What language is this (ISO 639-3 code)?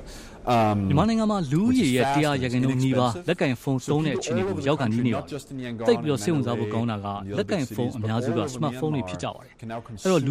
mya